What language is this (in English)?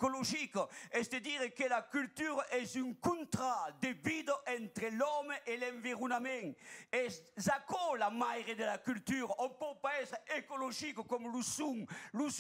Occitan